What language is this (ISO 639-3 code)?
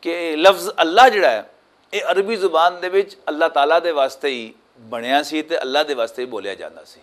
lah